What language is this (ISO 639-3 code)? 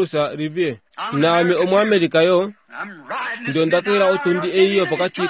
kua